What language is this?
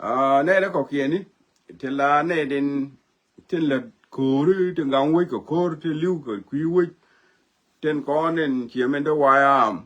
Nuer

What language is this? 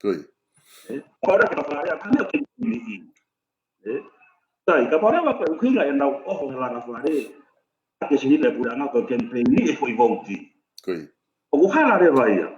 Tongan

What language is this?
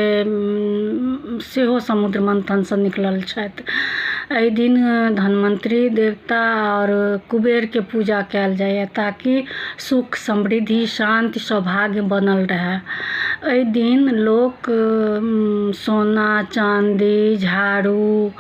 Maithili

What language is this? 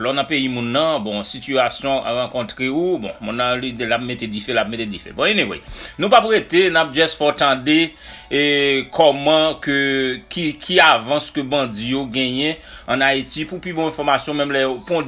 Haitian Creole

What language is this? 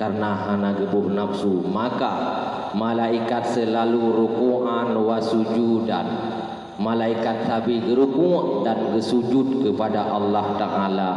Achinese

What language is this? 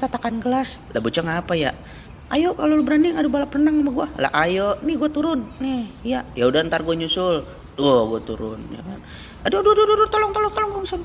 Betawi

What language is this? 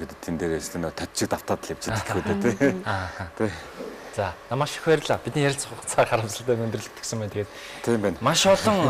Mongolian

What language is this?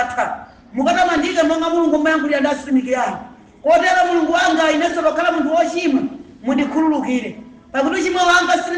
Nyanja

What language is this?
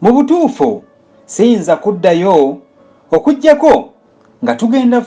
Ganda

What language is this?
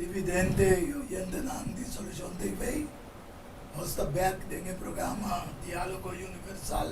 Papiamento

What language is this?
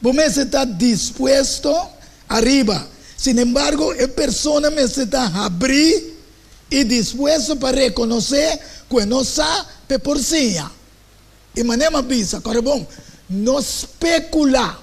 Papiamento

